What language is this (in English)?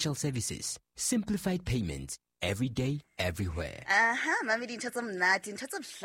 Southern Sotho